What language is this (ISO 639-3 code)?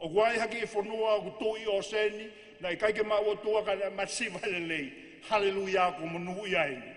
ton